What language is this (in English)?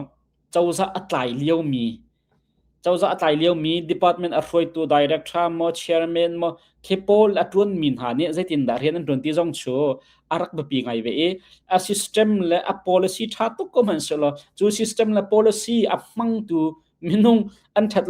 Hakha Chin